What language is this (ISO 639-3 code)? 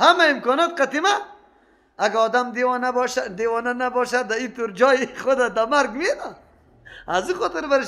fas